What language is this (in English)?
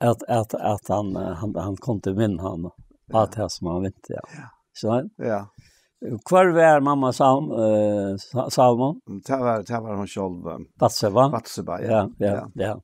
Faroese